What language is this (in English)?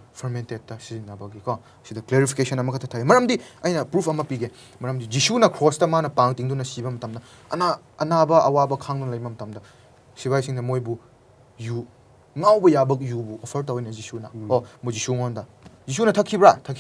Manipuri